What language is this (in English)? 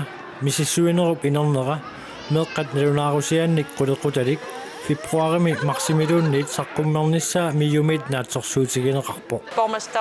Kalaallisut